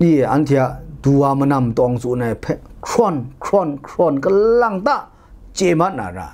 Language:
Kachin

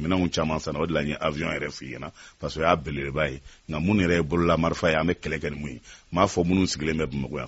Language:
Bambara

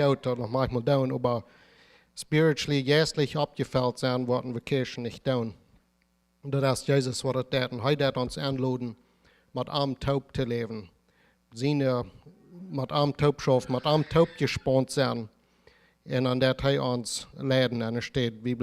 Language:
Plautdietsch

